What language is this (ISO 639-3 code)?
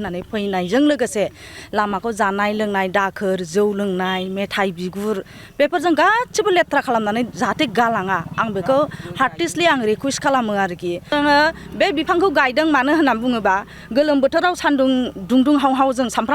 brx